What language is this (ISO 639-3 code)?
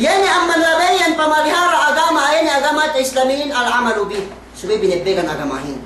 yka